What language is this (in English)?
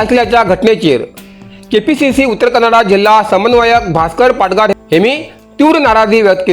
Konkani